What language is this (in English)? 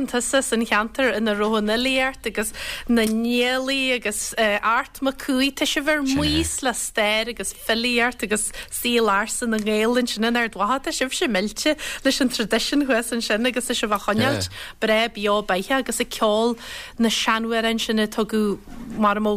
Irish